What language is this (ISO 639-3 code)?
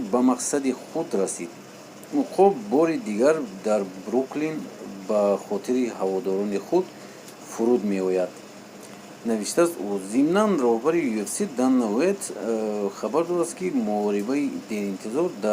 tgk